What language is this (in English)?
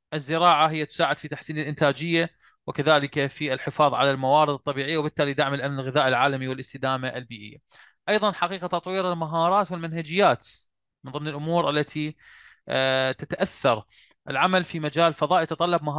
Arabic